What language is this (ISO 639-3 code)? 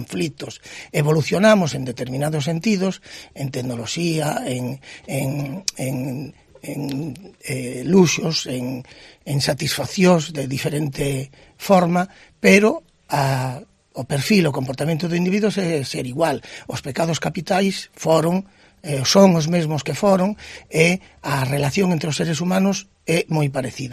glg